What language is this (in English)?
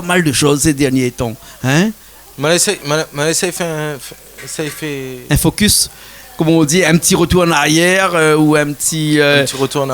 Réunion Creole French